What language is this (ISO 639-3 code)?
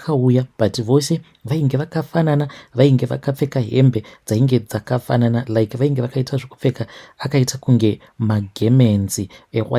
sna